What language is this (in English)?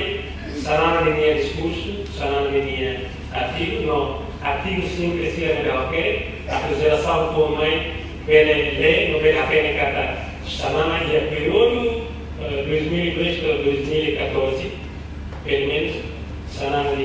Tetum